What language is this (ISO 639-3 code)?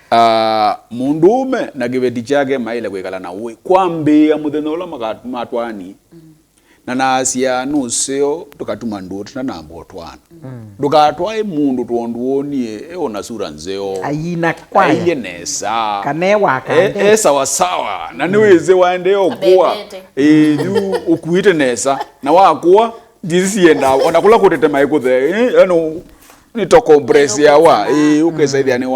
kam